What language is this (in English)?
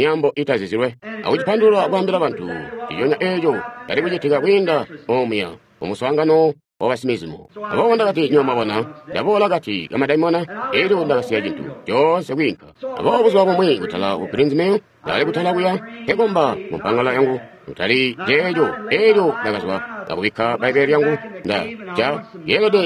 Tonga (Zambia)